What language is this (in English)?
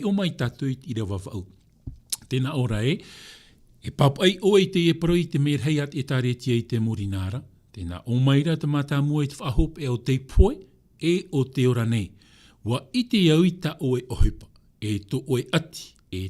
Tahitian